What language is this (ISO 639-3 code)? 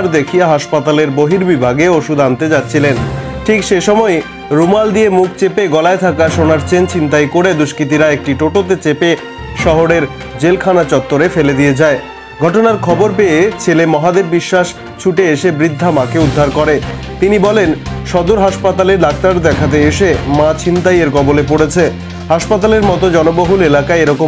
ben